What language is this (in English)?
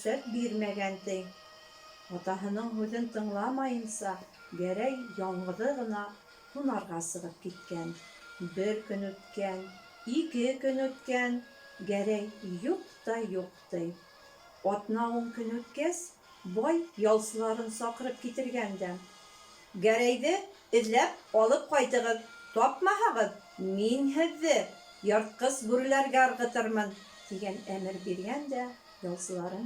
Bashkir